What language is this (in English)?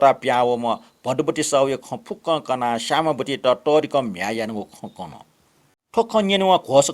Newari